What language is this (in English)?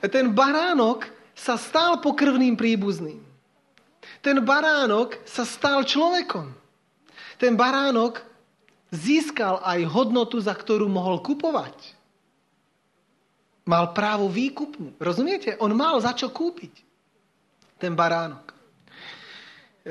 Slovak